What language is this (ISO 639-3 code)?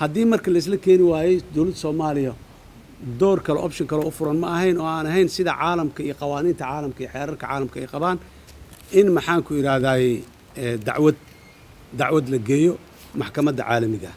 som